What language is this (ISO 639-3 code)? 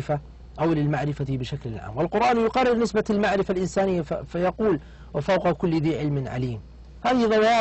ara